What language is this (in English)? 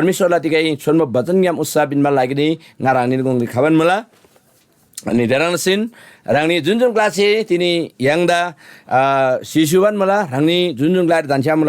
Eastern Tamang